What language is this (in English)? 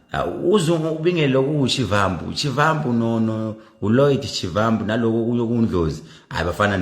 Zulu